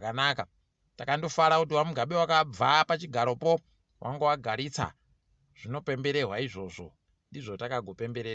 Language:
Ndau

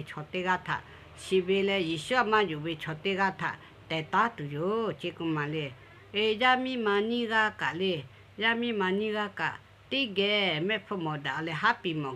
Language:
Lahu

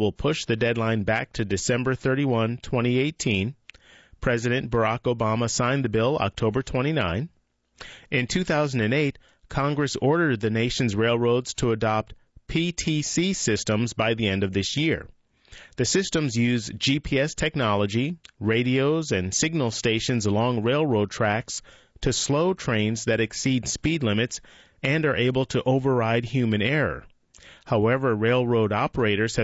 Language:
English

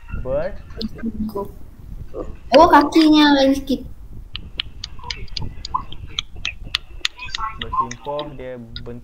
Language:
Malay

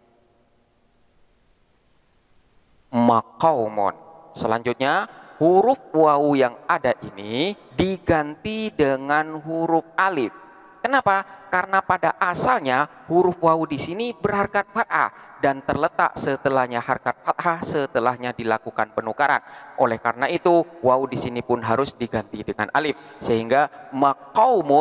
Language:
Indonesian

